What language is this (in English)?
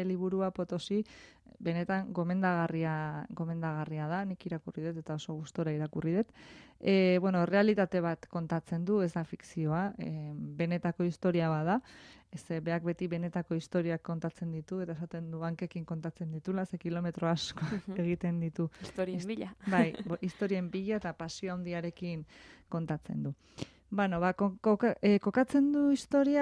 Basque